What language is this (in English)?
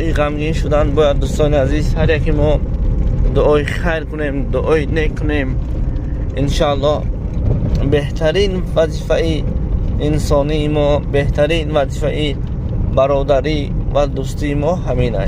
Tajik